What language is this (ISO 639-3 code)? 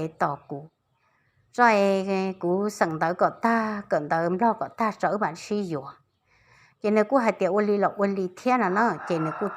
hmn